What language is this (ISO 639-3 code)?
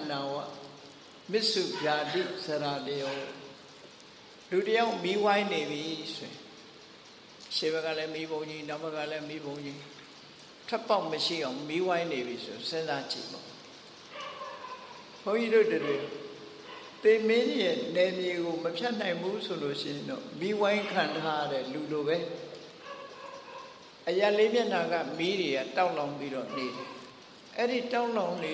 mya